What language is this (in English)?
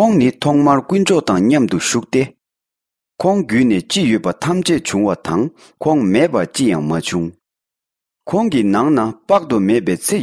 Tibetan